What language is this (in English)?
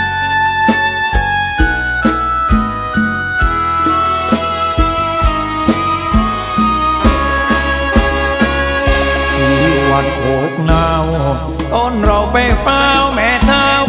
Thai